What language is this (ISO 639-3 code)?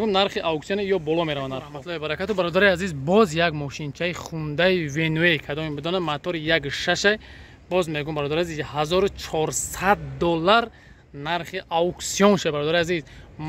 tgk